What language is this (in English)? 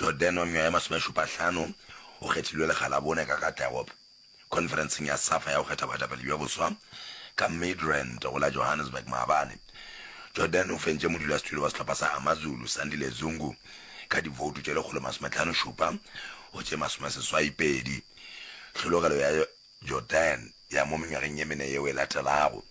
Northern Sotho